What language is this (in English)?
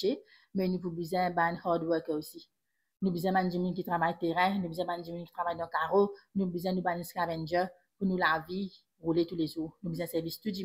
Morisyen